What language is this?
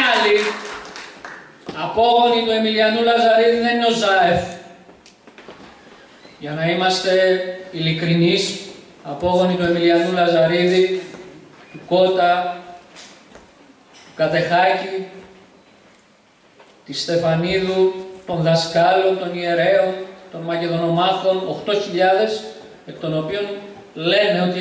Greek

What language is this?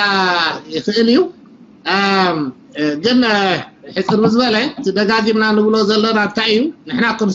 Tigrinya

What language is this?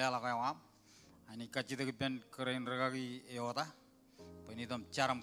Marshallese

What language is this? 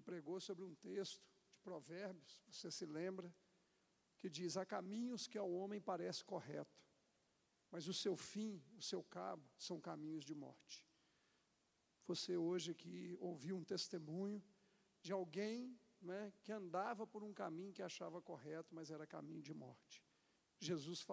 Portuguese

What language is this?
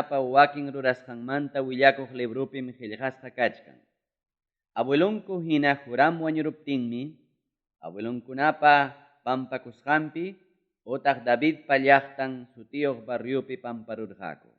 Ayacucho Quechua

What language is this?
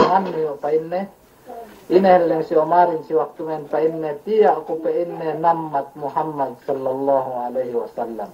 Yakan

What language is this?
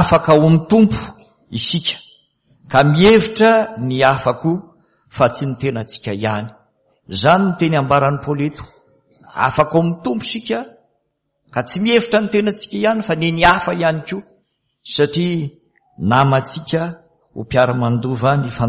Malagasy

